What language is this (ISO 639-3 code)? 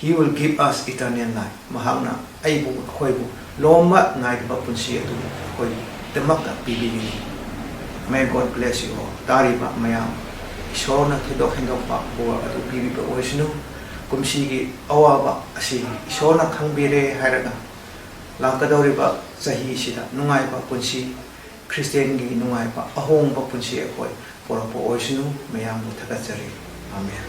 mni